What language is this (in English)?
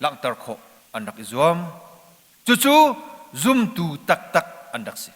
Hakha Chin